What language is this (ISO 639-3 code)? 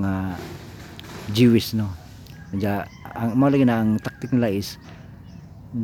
ceb